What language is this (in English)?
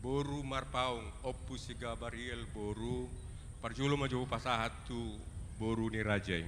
Batak Toba